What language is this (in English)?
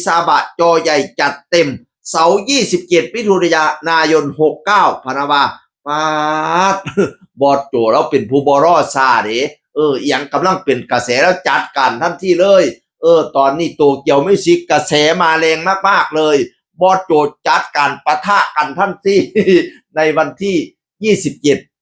Northeastern Thai